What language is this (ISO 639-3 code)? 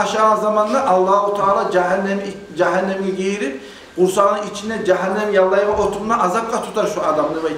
kum